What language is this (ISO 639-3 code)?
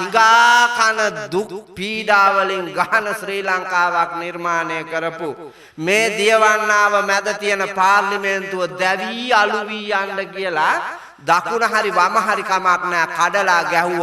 sin